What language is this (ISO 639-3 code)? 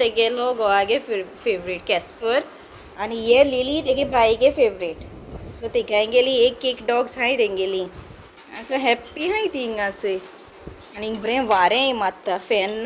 kok